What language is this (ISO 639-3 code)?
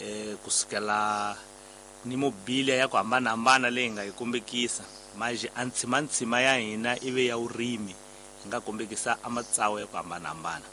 tso